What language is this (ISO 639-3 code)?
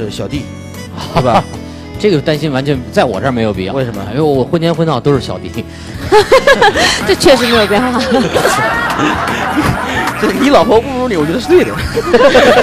zho